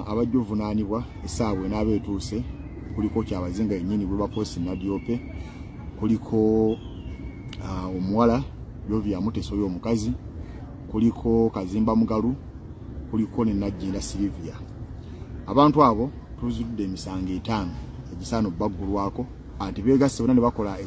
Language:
Ganda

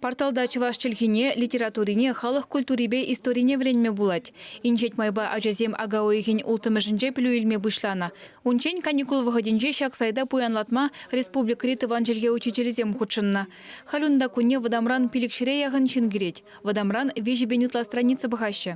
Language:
Chuvash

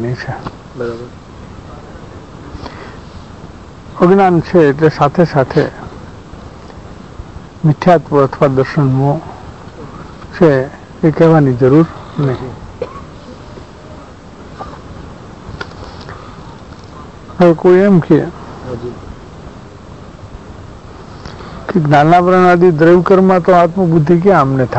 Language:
Gujarati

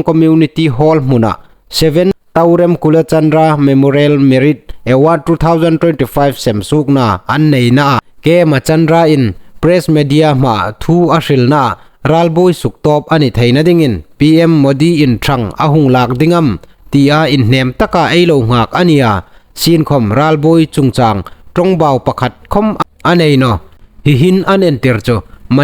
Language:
Hmar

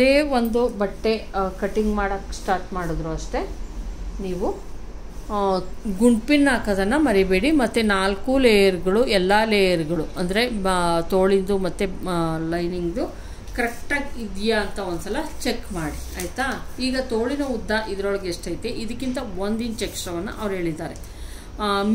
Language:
Kannada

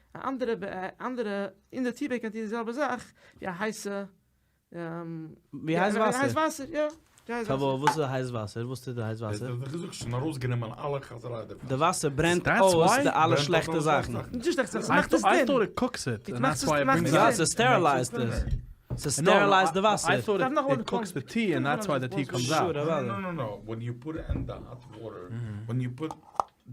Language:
Yiddish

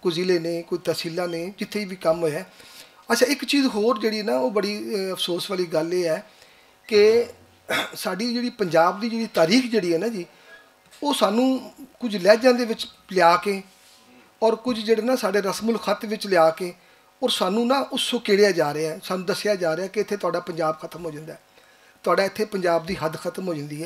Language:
Western Panjabi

